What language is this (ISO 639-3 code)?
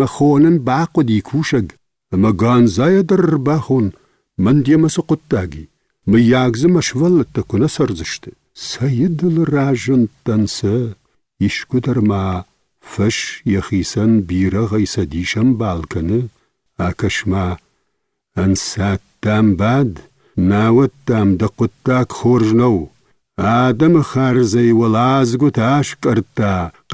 oss